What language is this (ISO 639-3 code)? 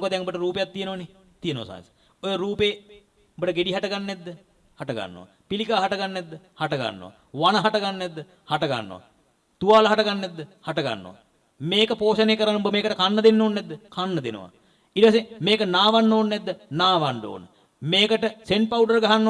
sin